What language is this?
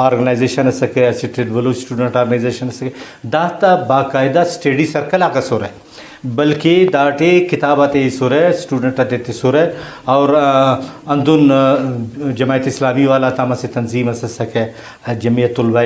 Brahui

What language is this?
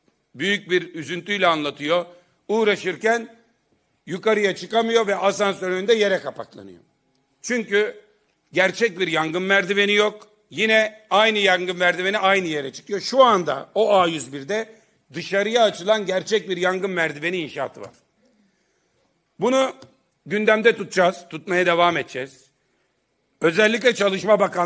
Turkish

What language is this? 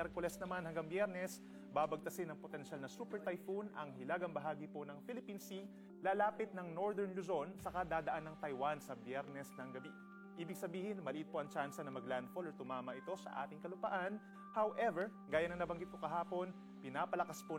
Filipino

